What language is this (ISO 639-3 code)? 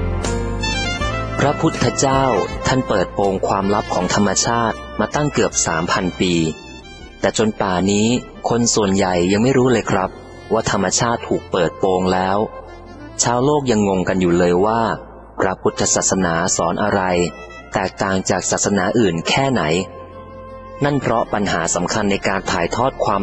tha